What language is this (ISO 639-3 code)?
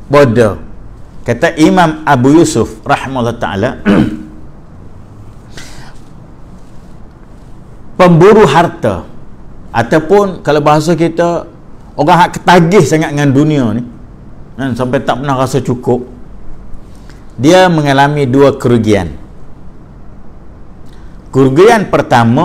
msa